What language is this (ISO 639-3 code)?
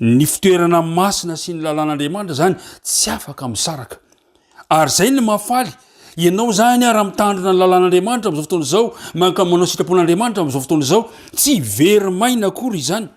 mlg